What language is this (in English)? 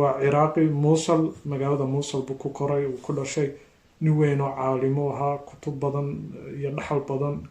Somali